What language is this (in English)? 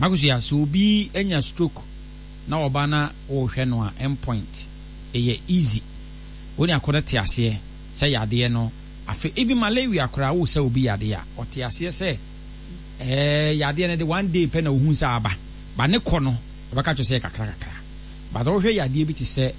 Akan